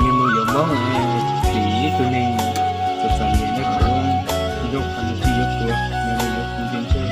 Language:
Hmong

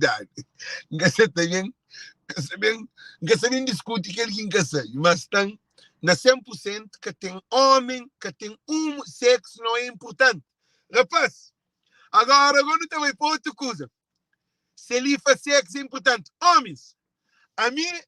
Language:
Kabuverdianu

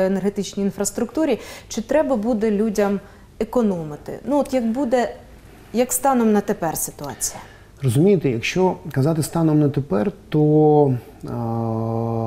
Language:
Ukrainian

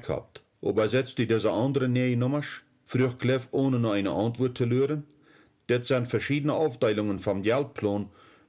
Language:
Plautdietsch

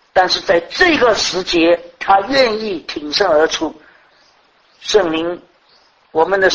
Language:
Chinese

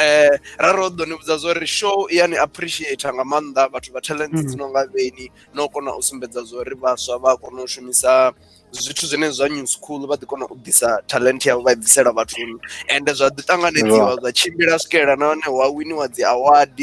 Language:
Venda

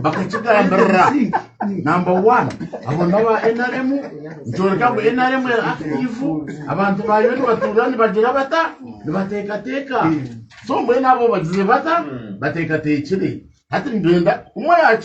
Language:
Nyankole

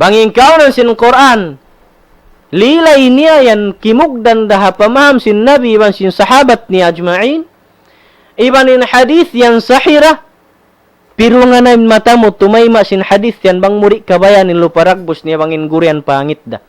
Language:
Tausug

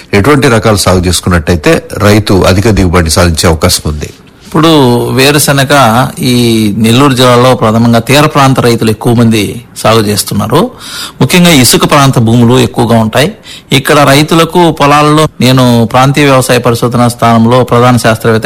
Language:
Telugu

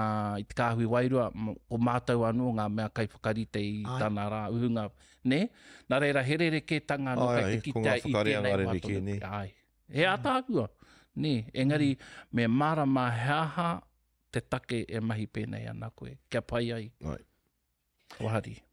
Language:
Māori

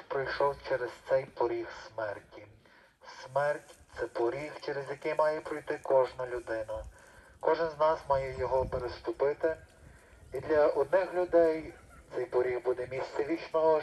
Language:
Ukrainian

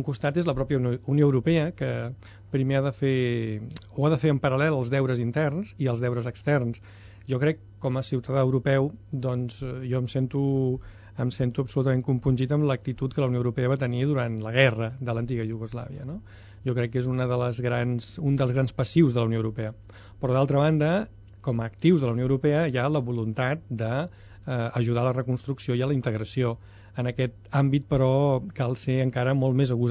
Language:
Catalan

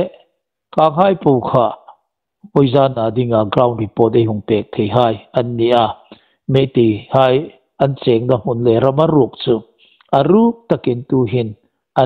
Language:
Hmar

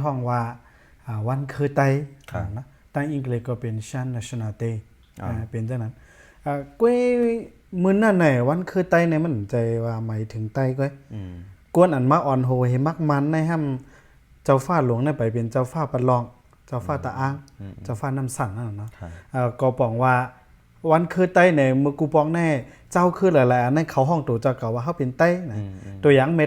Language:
Shan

